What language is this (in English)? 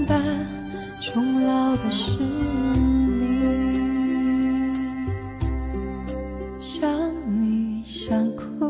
Chinese